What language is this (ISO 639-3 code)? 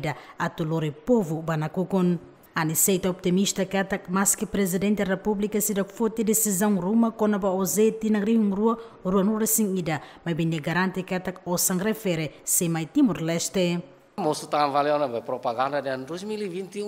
tet